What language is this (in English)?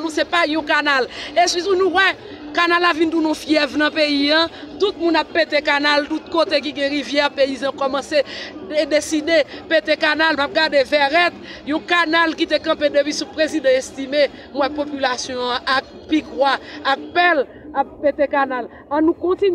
Haitian Creole